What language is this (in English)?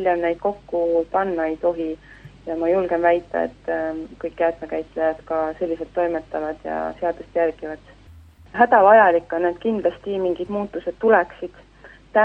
Estonian